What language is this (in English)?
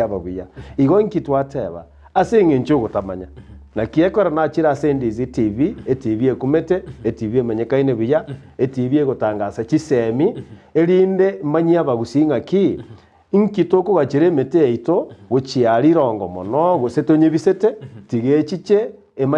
Gusii